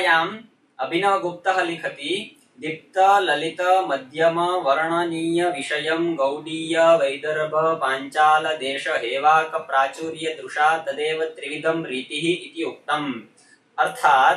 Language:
Sanskrit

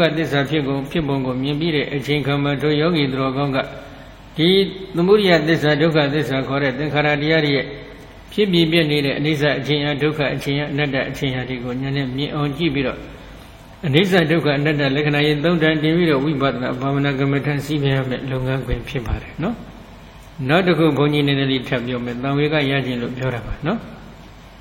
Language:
Burmese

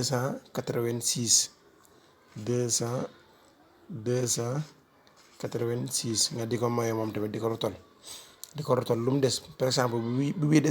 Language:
Wolof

